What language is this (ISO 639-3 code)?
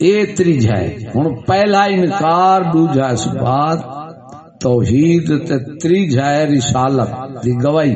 skr